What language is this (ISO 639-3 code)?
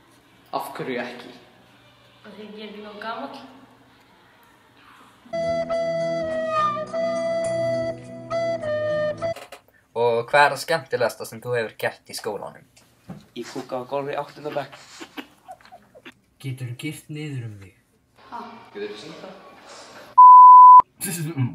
isl